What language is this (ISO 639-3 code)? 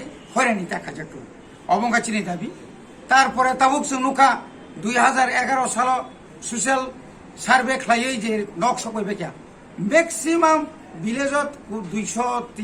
trp